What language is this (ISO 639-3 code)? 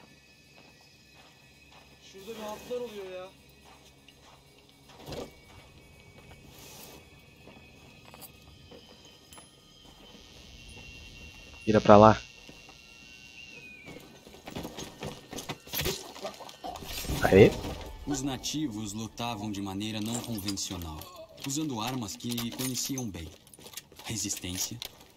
por